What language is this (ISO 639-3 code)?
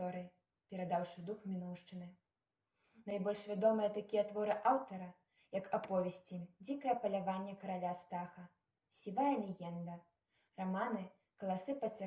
bel